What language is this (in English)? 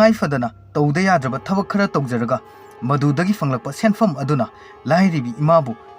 Manipuri